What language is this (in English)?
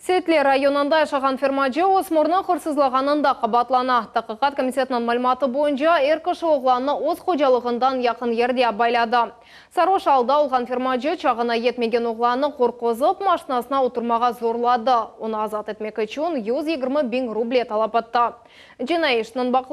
Crimean Tatar